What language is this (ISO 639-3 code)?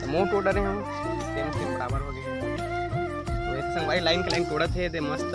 hne